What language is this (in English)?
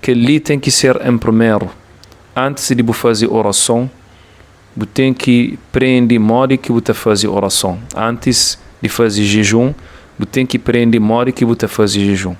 Kabuverdianu